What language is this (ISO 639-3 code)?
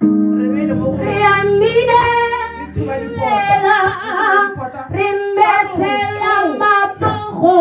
tsn